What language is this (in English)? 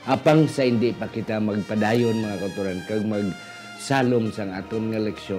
Hiligaynon